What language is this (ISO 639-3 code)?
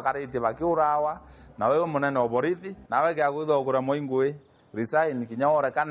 mer